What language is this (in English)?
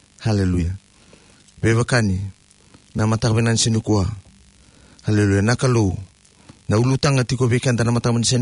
Fijian